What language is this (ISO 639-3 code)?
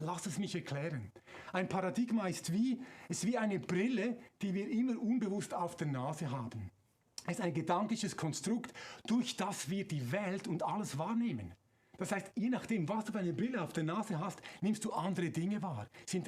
gsw